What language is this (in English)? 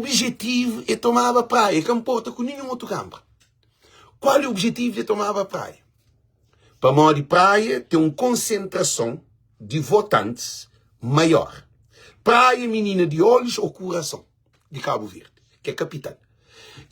Kabuverdianu